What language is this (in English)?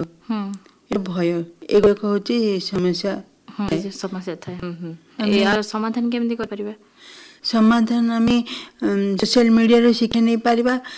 Odia